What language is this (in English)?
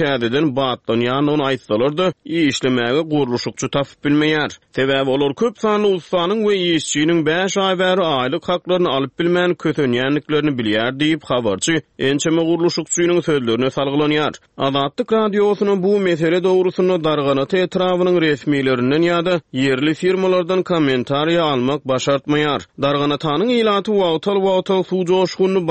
Turkmen